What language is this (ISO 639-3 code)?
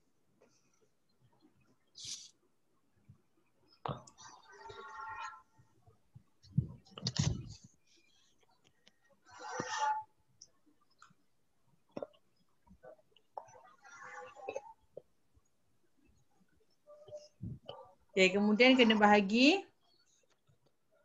msa